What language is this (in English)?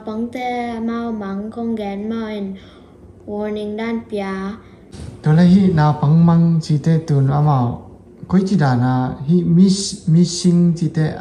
Tedim Chin